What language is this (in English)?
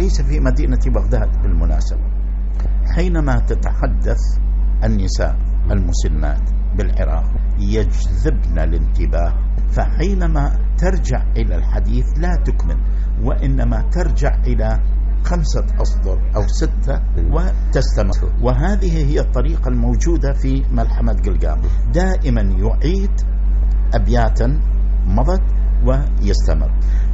Arabic